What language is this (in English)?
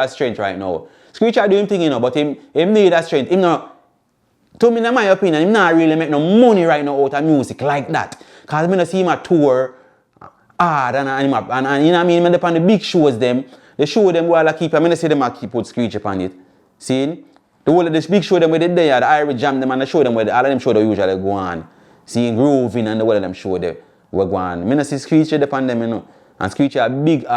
Jamaican Creole English